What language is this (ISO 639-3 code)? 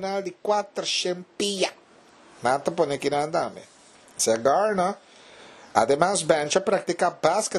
pap